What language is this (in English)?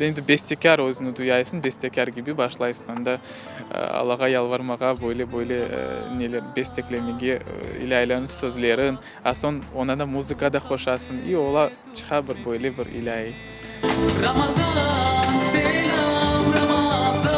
Crimean Tatar